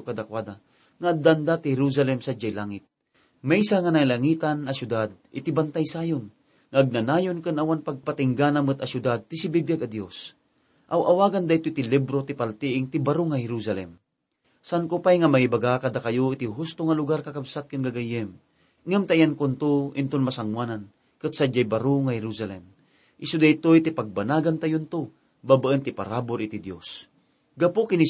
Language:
Iloko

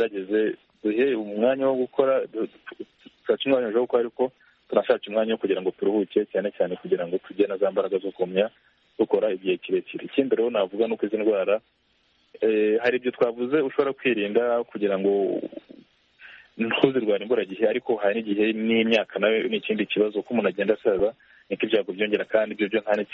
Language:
Kinyarwanda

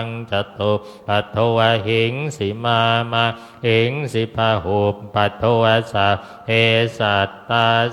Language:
Pali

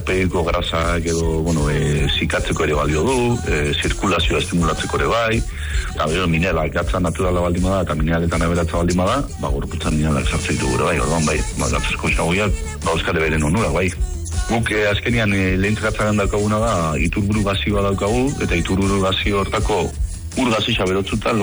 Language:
Basque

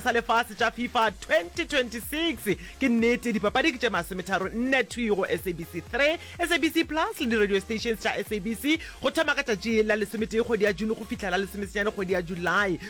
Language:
Northern Sotho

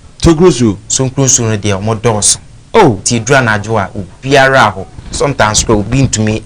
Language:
Akan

